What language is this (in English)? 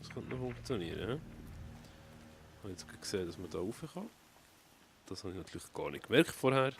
Swiss German